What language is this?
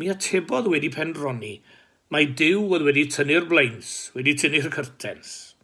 Welsh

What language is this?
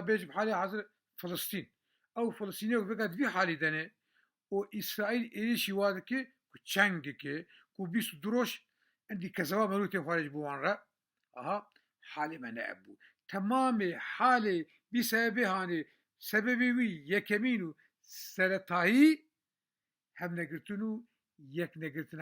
Kurdish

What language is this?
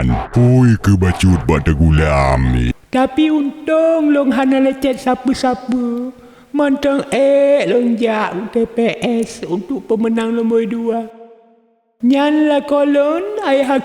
Achinese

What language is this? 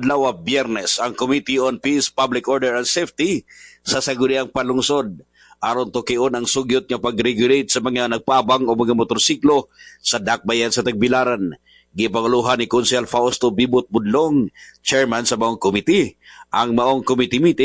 Cebuano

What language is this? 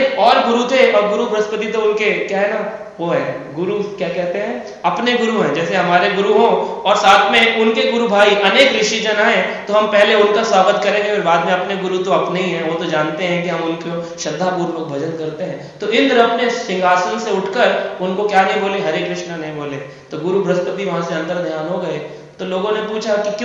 Hindi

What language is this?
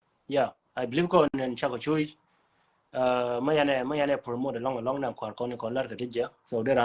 Nuer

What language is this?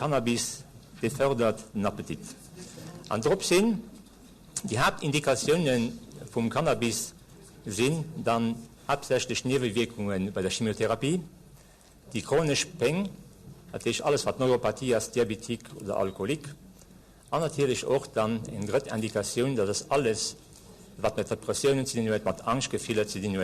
Luxembourgish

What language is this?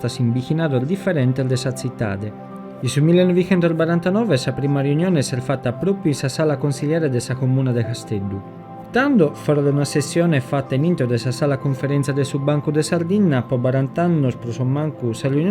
Sardinian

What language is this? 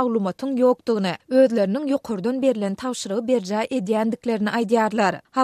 Turkmen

